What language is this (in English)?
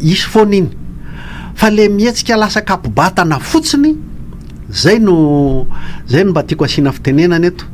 Malagasy